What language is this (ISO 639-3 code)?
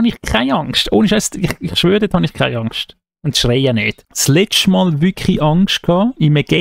gsw